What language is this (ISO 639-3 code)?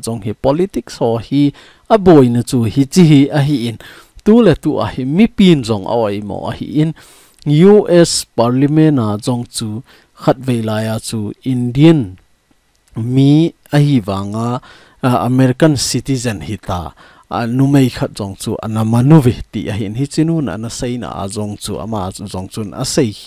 tcz